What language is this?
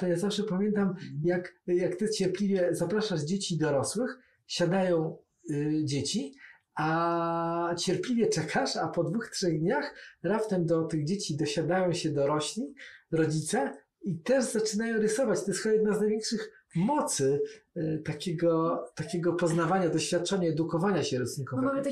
Polish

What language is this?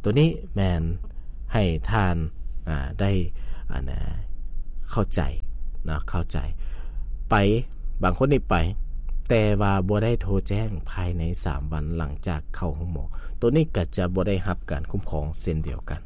Lao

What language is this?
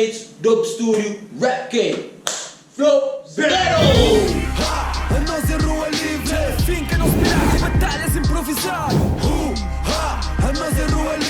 Kabuverdianu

